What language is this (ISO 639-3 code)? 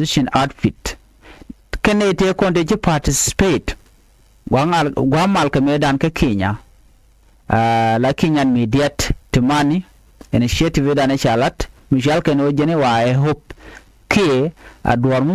nus